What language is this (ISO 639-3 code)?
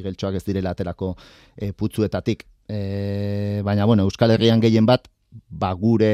eus